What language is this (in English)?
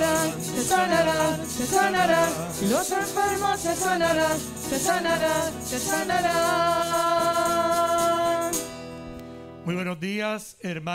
Spanish